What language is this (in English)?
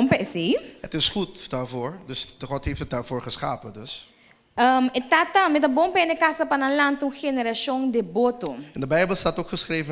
Papiamento